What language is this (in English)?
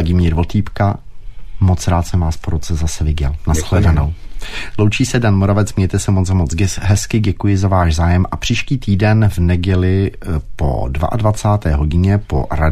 Czech